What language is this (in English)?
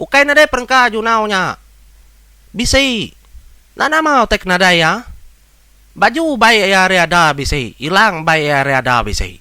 Iban